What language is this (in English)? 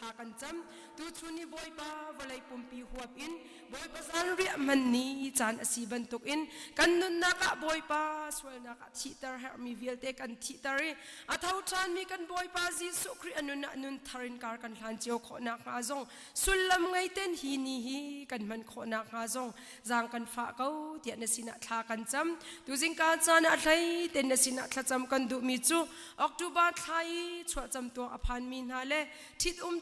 Hakha Chin